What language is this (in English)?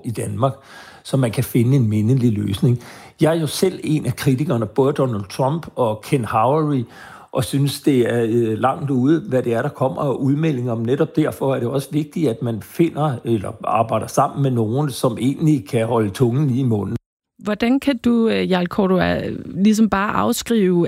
Danish